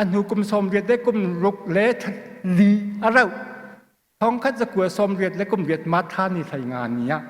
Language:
Hakha Chin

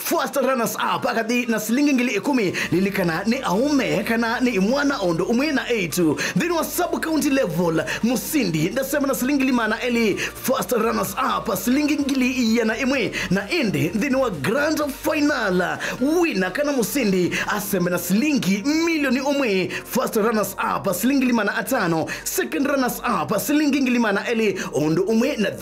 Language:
Kamba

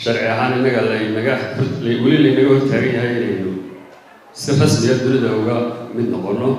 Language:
Somali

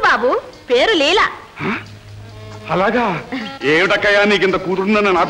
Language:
Telugu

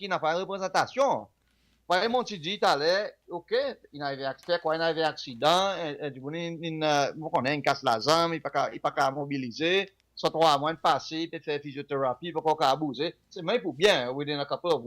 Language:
Seselwa Creole French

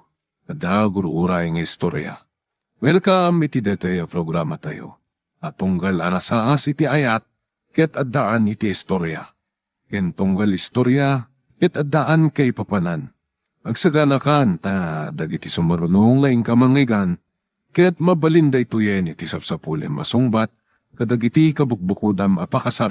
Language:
Iloko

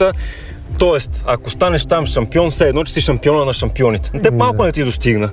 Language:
Bulgarian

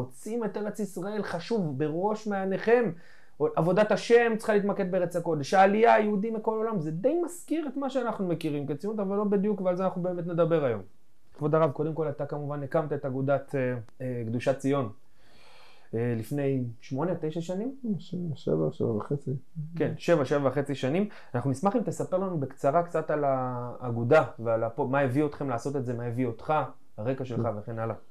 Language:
Hebrew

